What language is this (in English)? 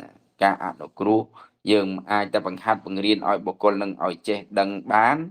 Khmer